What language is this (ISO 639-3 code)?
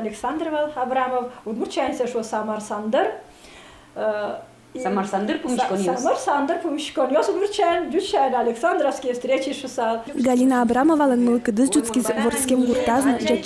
udm